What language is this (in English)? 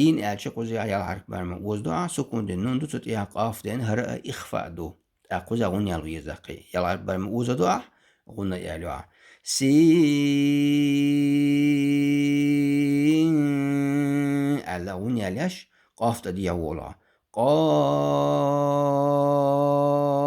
Chechen